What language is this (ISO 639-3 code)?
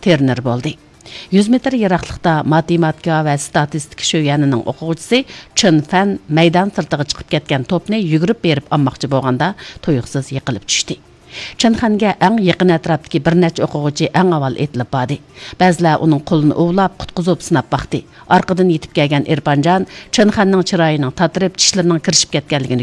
uig